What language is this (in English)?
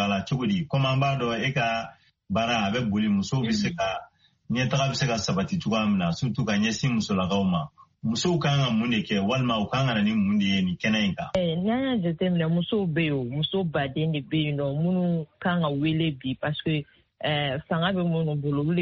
Bambara